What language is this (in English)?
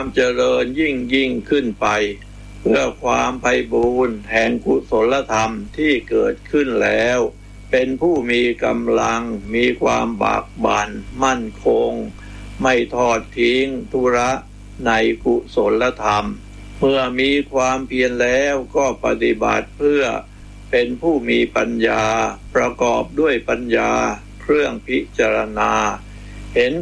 Thai